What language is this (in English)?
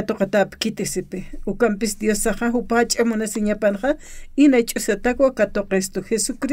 Aymara